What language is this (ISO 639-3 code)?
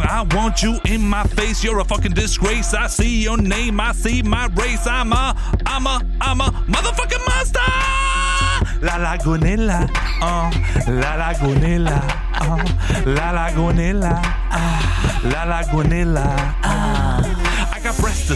nor